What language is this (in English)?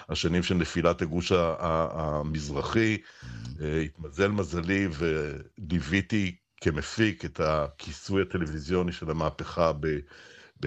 Hebrew